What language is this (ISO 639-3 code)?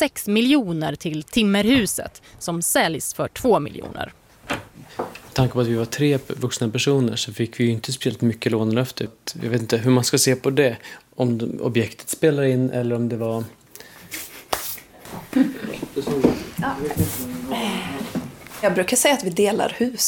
swe